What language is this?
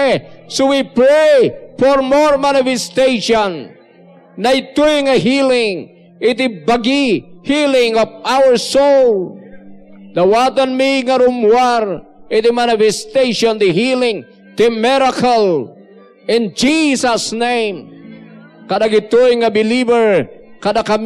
Iloko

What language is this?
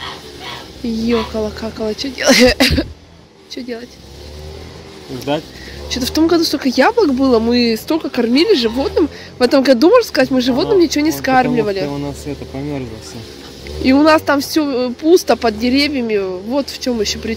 Russian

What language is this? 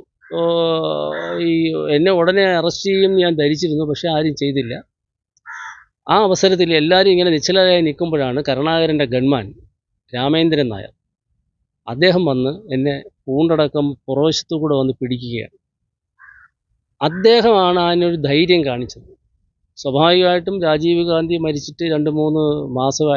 Malayalam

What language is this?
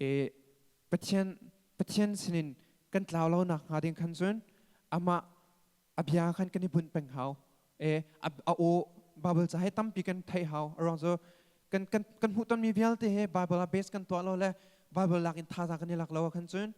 Hakha Chin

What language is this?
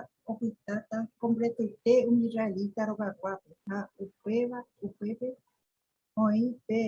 Guarani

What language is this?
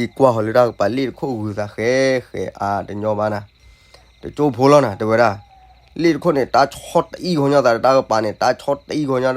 S'gaw Karen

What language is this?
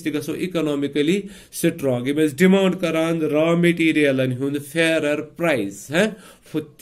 Kashmiri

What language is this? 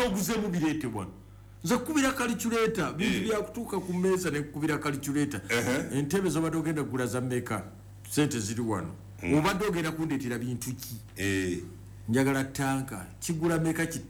Ganda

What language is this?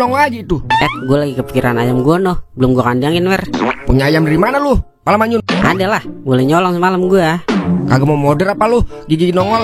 Betawi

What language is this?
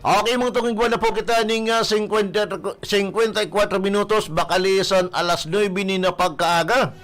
Bikol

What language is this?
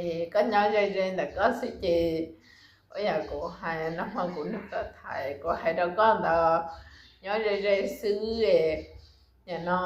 Hmong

